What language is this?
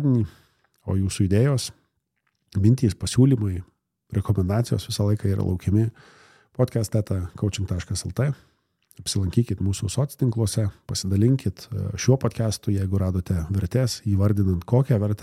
Lithuanian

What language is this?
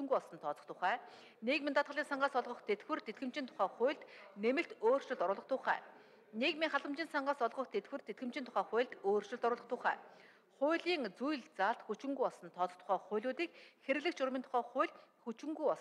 Mongolian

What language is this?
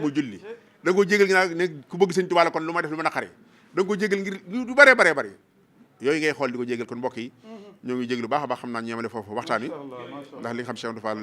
Wolof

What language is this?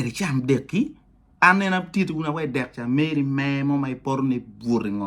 Acoli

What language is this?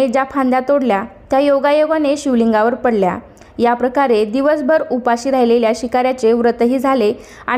Marathi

